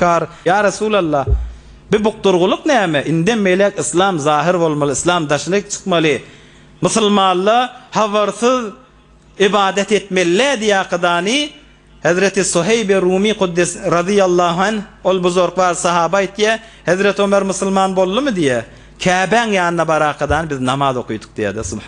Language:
Turkmen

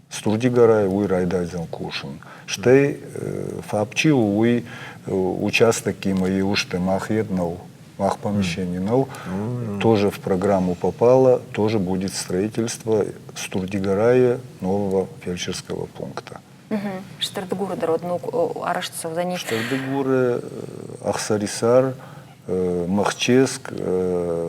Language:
Ossetic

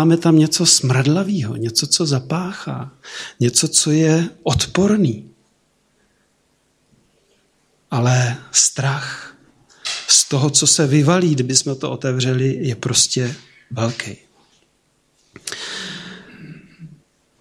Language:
Czech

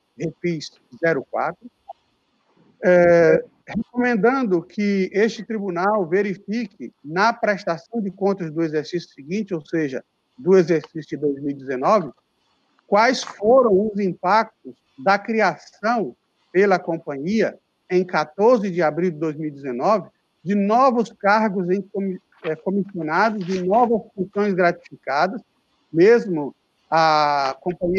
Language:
Portuguese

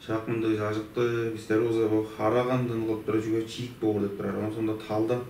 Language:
Tuvinian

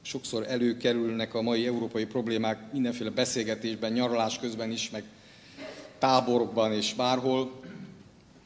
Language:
Hungarian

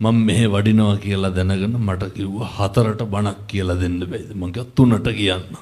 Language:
Sinhala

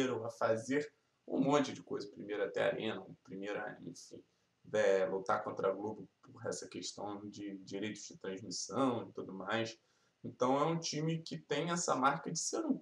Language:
Portuguese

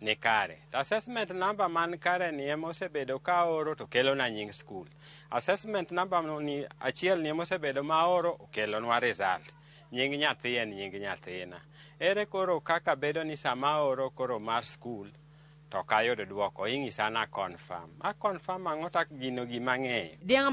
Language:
Luo (Kenya and Tanzania)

